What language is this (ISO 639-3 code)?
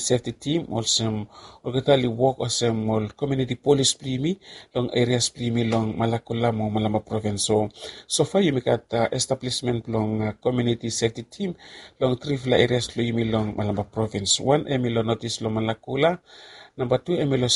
bis